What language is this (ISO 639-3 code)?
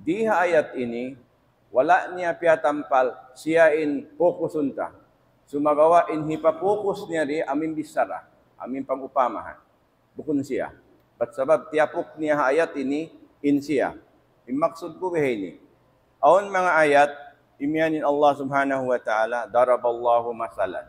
tsg